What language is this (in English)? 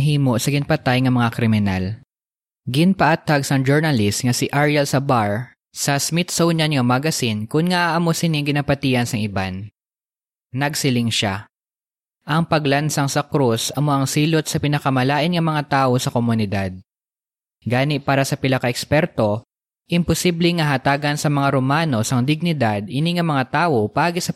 Hiligaynon